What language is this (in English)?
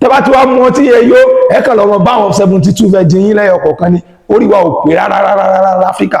Yoruba